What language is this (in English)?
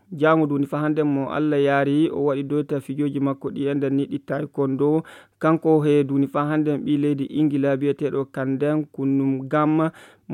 Fula